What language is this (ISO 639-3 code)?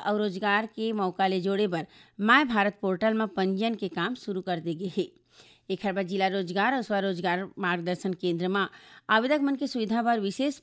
hne